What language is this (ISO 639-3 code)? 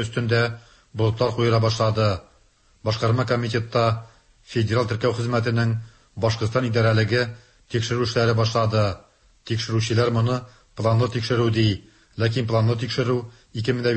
tat